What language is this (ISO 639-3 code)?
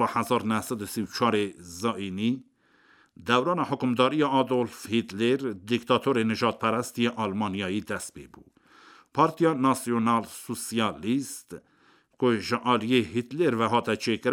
kur